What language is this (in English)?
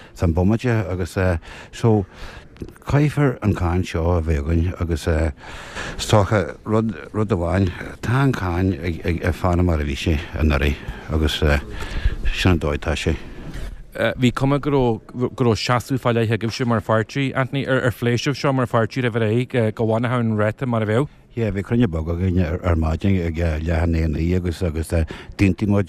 Irish